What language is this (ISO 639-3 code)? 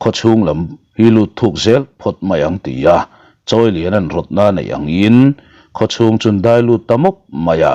lus